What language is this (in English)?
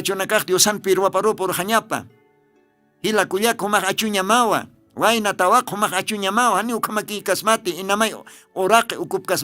Aymara